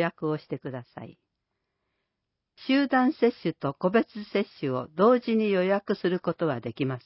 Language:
Japanese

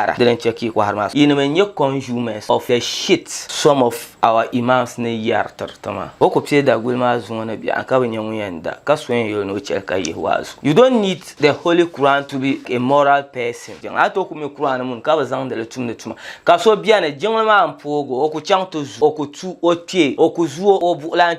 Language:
Dagbani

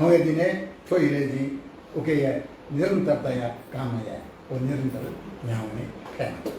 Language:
Newari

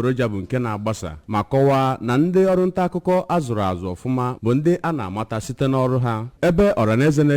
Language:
Igbo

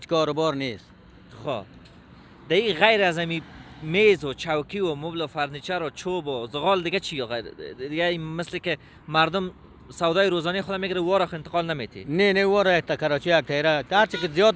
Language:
Persian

